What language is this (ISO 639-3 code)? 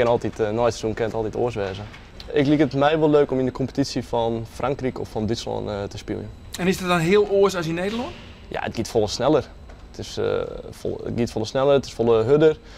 fry